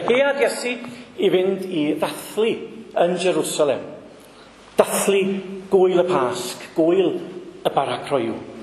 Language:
Welsh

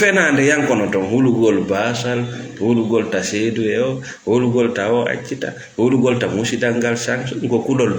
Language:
Fula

